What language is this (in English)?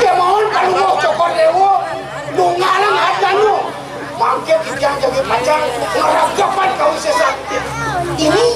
Balinese